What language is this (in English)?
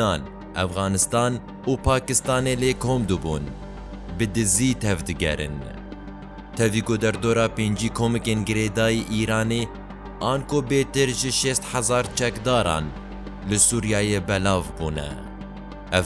Kurdish